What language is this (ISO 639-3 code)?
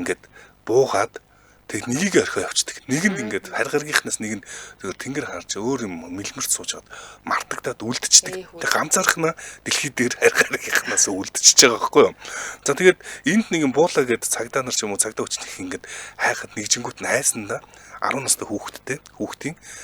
mon